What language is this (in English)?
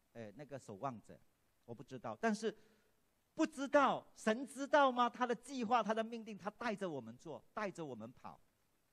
Chinese